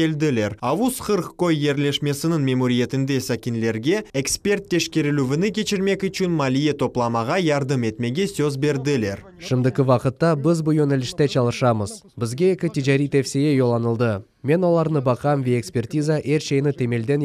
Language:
Crimean Tatar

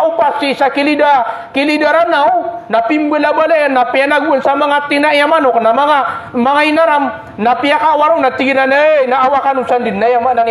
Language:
Maranao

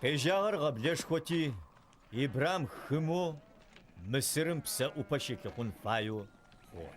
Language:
Adyghe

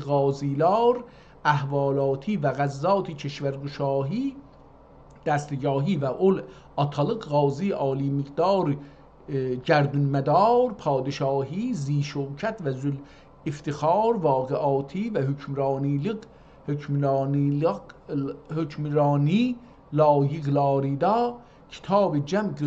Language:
South Azerbaijani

